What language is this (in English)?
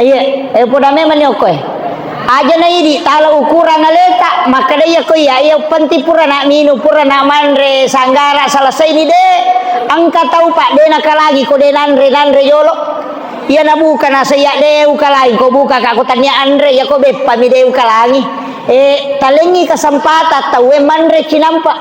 Buginese